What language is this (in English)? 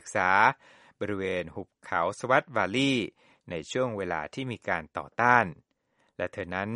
Thai